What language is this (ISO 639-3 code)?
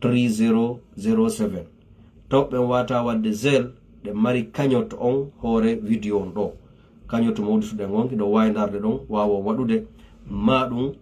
ful